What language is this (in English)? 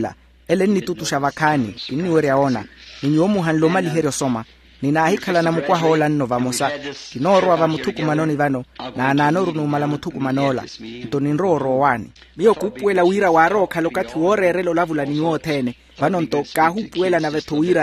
Makhuwa